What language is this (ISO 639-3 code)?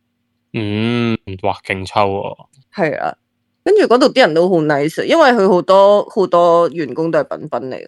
yue